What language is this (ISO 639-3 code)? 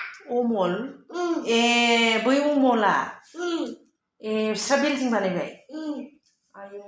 brx